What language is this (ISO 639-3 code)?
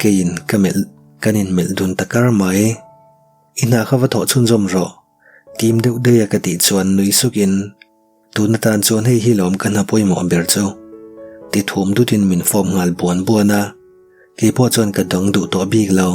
lus